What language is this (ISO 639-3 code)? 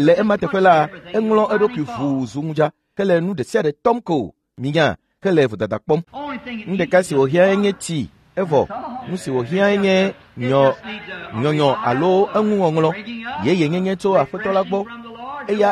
ewe